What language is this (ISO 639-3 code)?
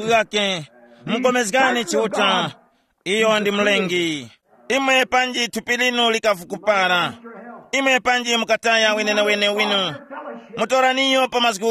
tum